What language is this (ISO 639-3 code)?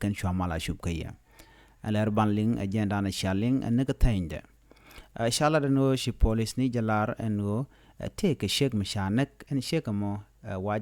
nus